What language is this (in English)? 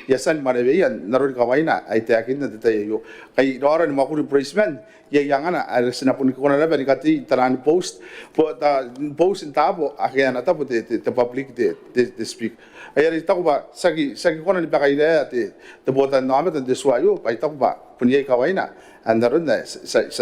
Gilbertese